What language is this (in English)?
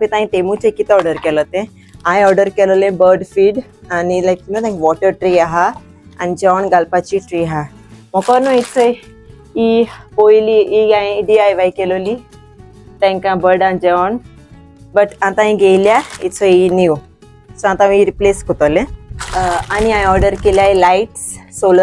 Konkani